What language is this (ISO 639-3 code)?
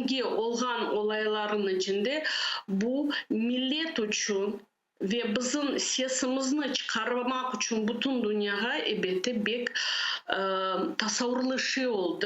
crh